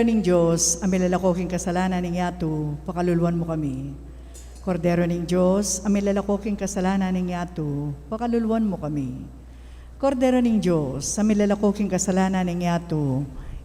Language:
Pampanga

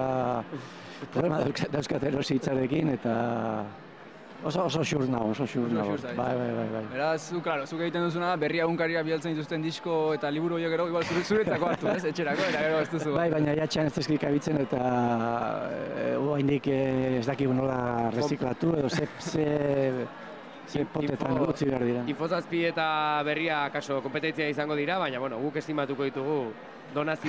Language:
Basque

